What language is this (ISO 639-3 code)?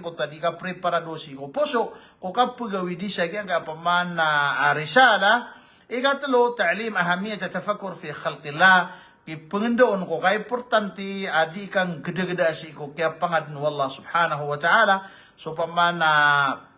mrw